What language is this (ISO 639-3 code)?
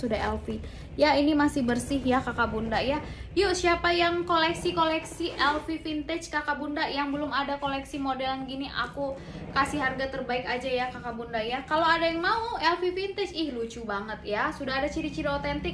ind